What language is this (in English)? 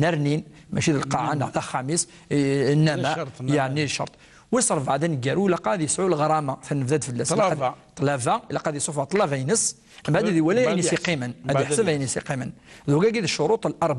Kabyle